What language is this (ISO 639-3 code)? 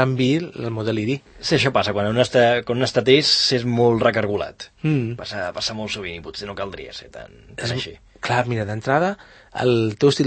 cat